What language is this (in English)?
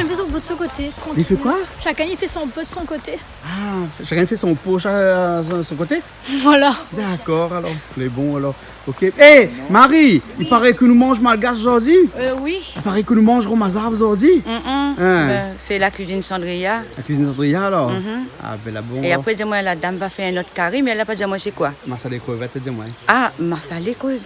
Réunion Creole French